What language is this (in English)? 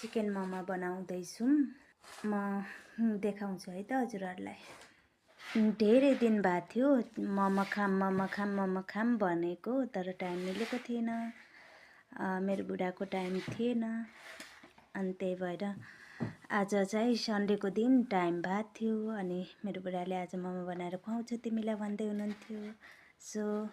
Nepali